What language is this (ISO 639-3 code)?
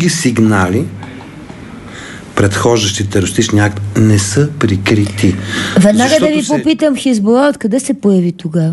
bul